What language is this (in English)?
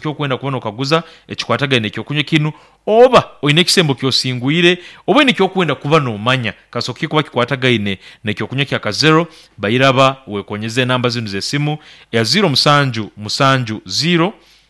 Nyoro